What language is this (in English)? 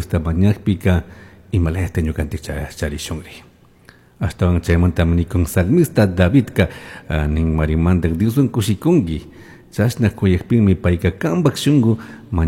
Chimborazo Highland Quichua